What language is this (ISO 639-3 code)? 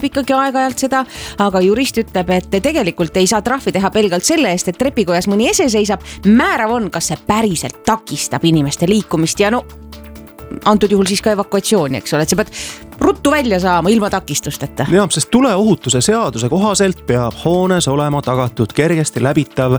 est